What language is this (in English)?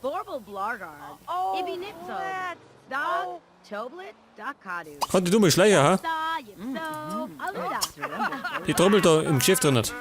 Bavarian